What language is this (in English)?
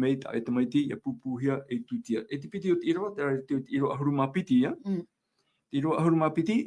Tahitian